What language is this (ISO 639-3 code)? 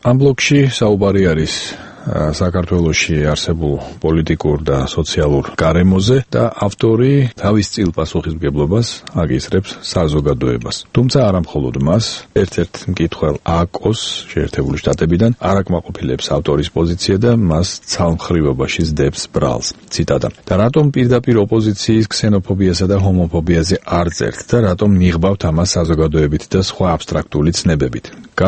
kat